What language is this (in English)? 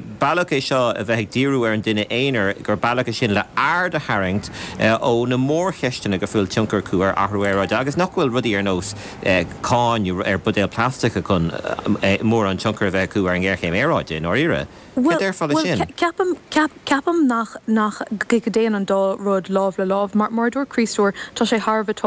Irish